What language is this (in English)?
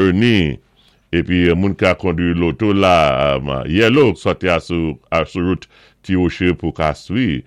Saint Lucian Creole French